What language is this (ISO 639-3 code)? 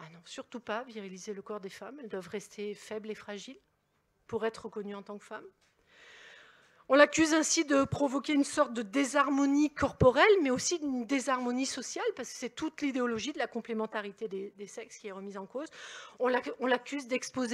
fra